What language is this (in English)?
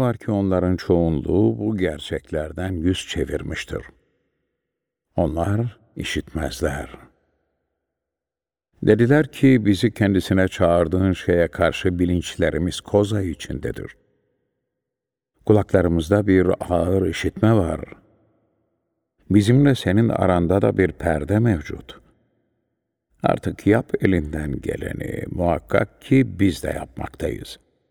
Turkish